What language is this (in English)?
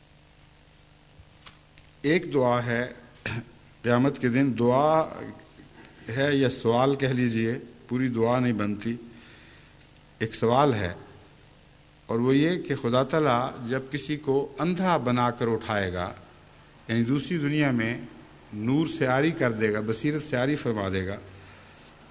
Urdu